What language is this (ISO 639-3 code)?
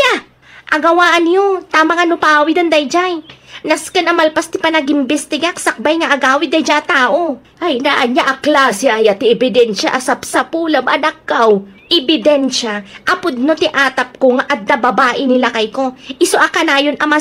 ilo